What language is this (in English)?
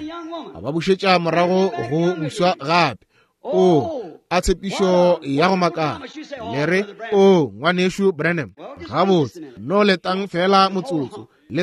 Northern Sotho